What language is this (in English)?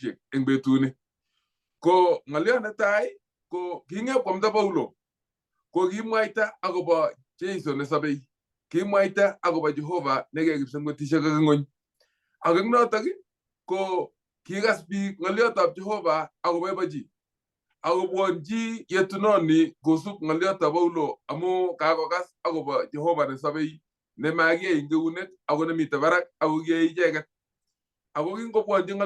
Kalenjin